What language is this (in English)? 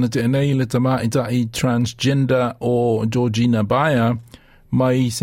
Samoan